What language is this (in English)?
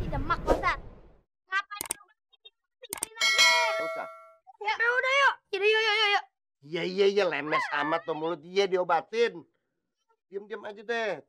Betawi